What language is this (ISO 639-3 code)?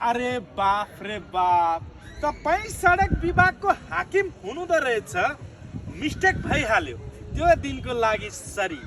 nep